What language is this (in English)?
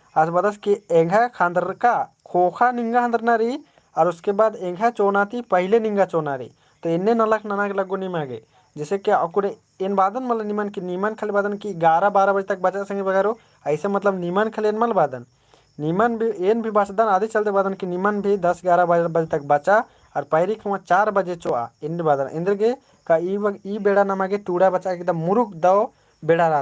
Kurukh